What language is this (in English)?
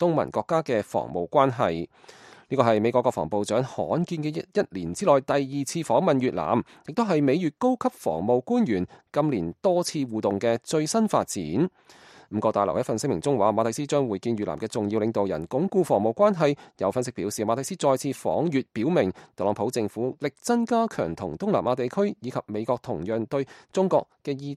Cantonese